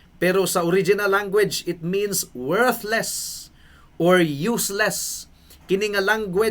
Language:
Cebuano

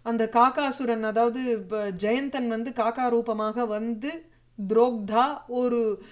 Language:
Tamil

